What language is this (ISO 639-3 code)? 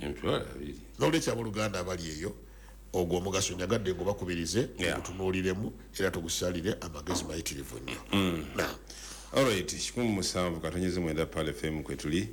lug